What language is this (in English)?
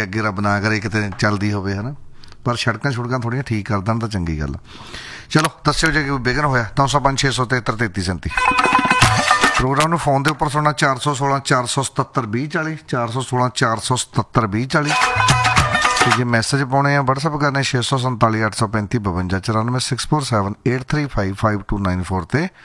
Punjabi